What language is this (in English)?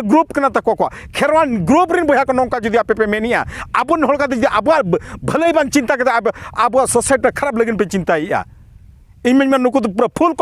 Santali